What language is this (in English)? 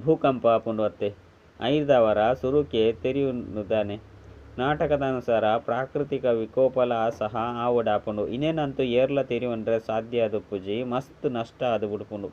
Tulu